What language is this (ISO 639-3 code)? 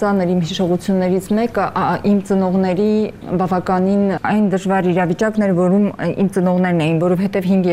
hye